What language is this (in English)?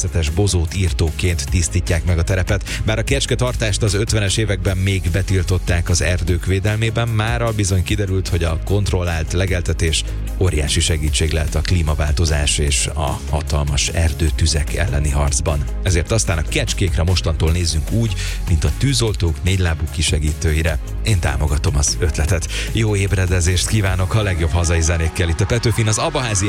Hungarian